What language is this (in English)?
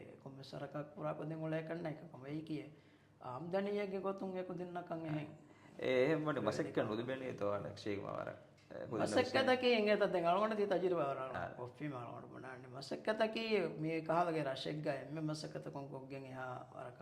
Divehi